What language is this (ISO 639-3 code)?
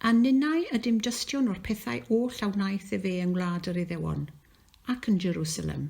cym